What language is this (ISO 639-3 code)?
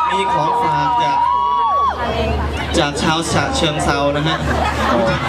tha